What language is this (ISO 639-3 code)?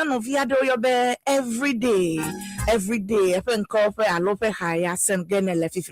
ewe